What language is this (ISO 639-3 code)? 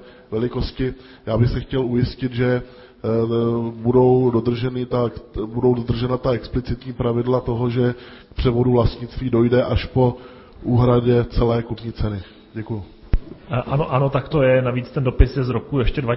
ces